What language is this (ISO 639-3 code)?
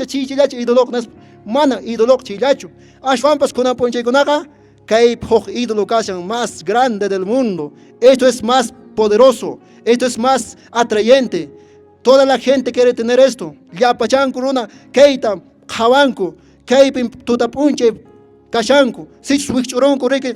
que